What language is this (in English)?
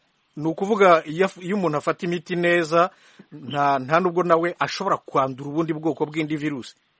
Kinyarwanda